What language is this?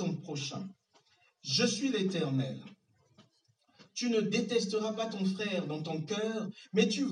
French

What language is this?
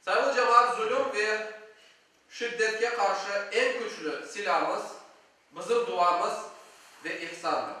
Crimean Tatar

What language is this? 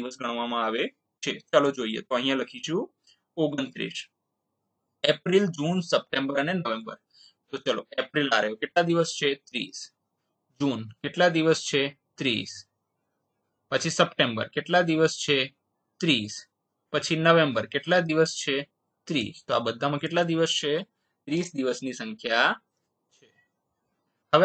Gujarati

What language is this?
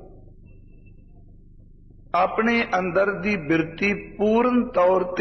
Punjabi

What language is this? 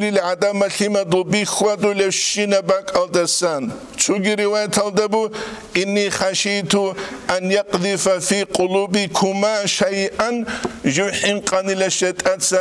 Avaric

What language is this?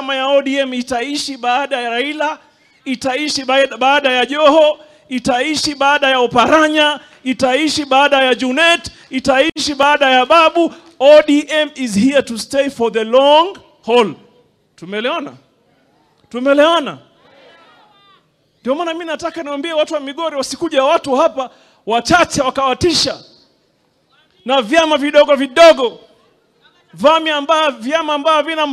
Swahili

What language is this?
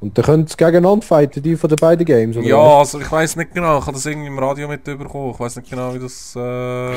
Swiss German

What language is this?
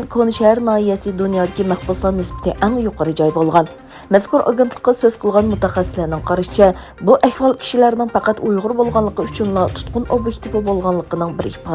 Uyghur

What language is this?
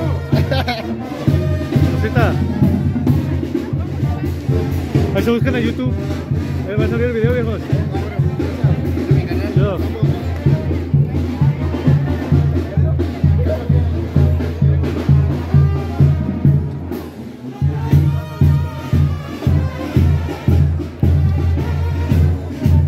Spanish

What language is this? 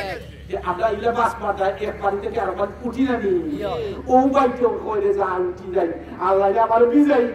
Sylheti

